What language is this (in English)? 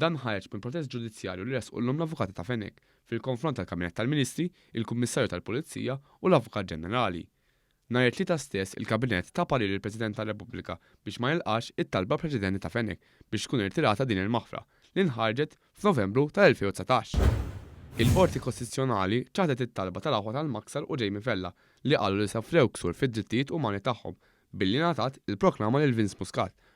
Maltese